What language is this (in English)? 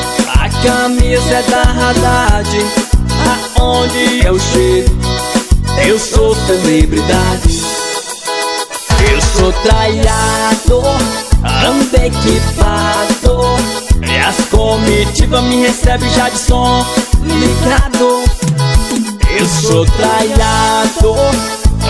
Portuguese